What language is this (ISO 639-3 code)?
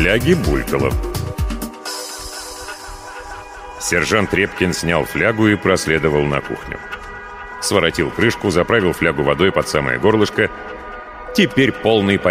rus